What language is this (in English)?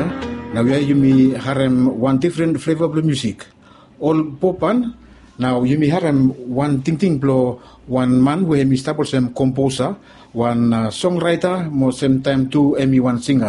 Bislama